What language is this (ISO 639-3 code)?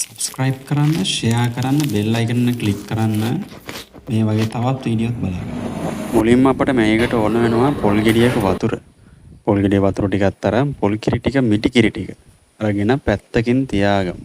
sin